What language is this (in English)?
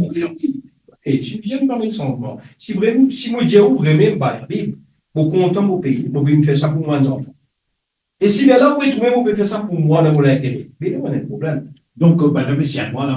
Morisyen